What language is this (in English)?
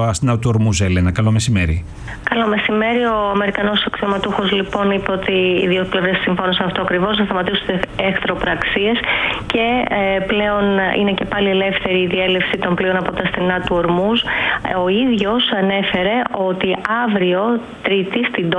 Greek